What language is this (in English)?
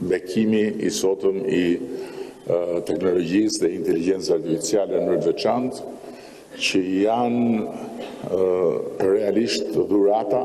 Albanian